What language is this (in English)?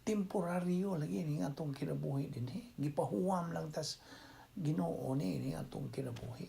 Cebuano